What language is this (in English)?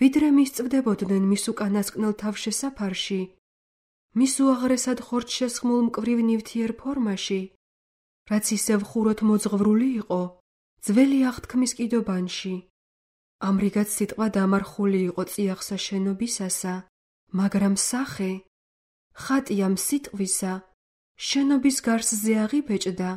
Georgian